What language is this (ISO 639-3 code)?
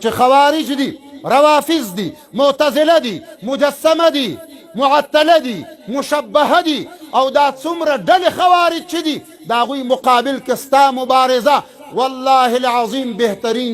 pus